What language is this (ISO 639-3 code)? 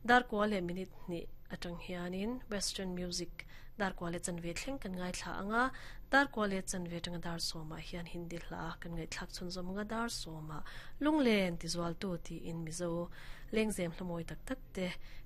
lus